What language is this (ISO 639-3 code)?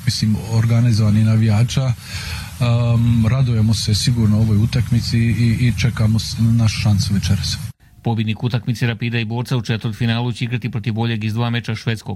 hrv